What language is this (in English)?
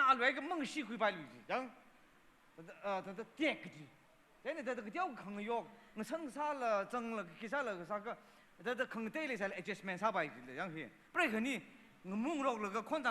Tangkhul Naga (India)